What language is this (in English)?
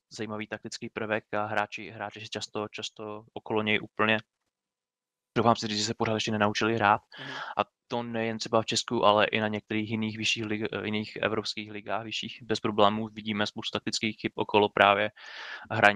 Czech